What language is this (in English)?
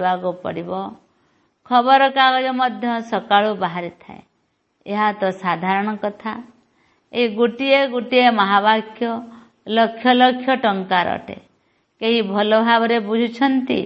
Odia